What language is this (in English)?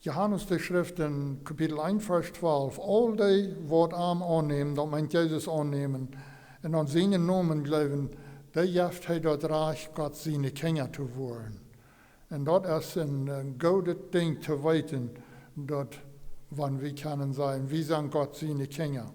Plautdietsch